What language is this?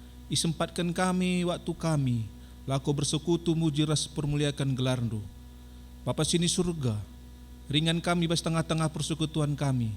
Batak Karo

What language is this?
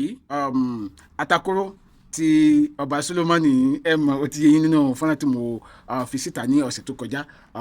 Yoruba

